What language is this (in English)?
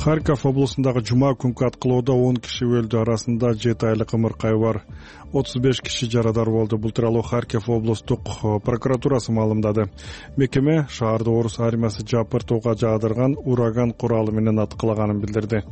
Kyrgyz